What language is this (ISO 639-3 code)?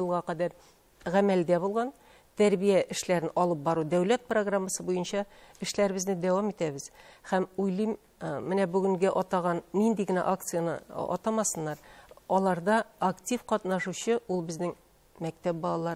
tat